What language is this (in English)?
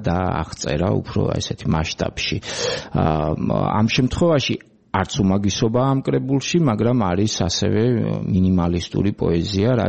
Georgian